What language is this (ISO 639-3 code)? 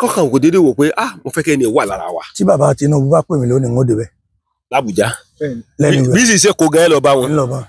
yor